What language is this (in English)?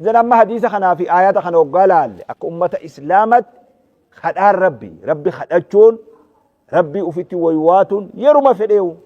Oromo